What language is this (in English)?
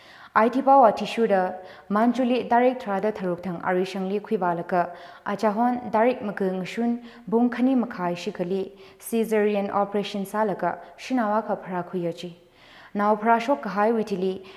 Tangkhul Naga (India)